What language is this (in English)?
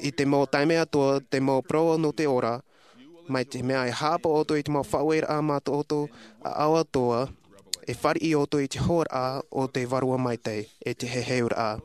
Tahitian